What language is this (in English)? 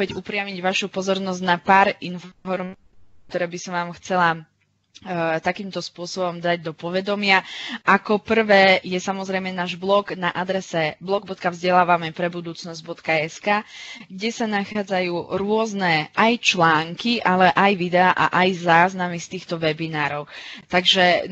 Slovak